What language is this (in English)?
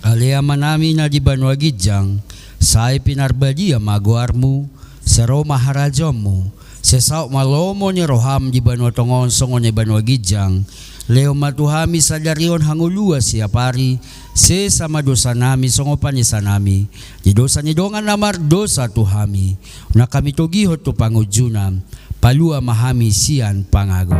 Batak Toba